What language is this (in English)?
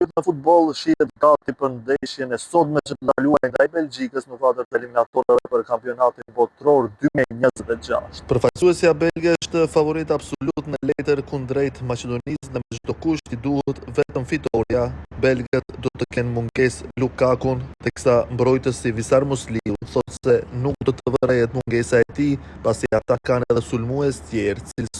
Albanian